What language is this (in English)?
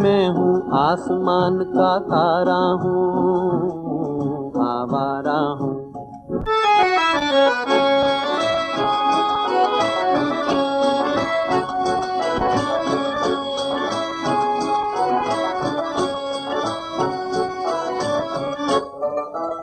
Hindi